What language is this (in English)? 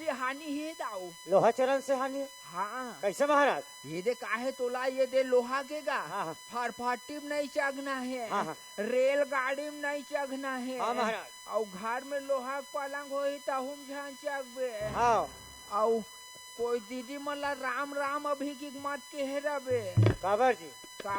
Chhattisgarhi